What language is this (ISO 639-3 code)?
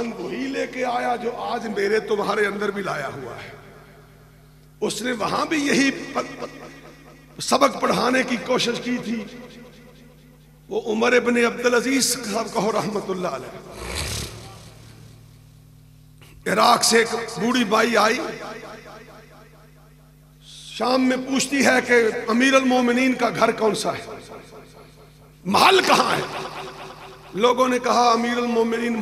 urd